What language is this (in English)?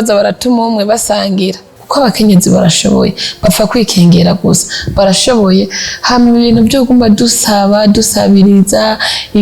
Rundi